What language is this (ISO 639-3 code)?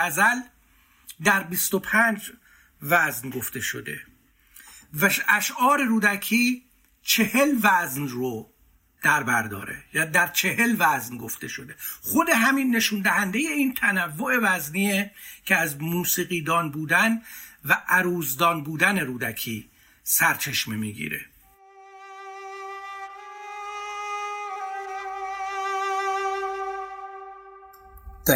fas